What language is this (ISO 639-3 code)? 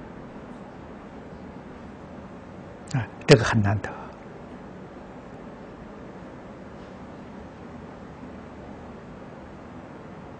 zho